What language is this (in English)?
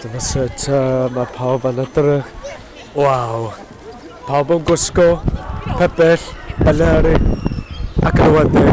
Welsh